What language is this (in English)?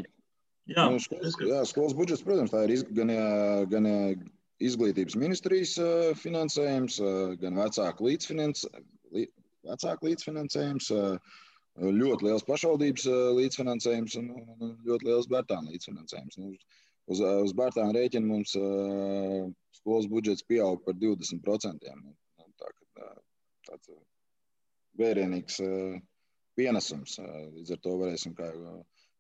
Latvian